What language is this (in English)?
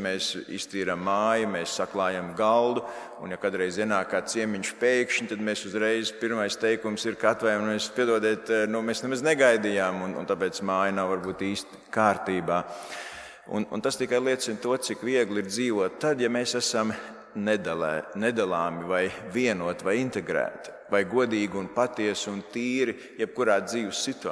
Latvian